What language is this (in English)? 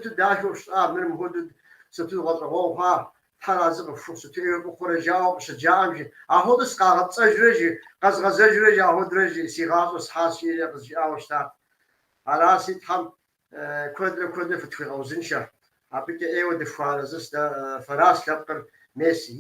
Kabardian